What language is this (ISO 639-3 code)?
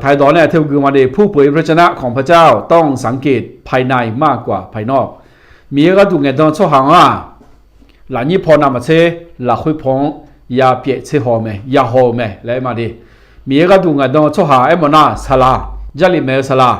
ahk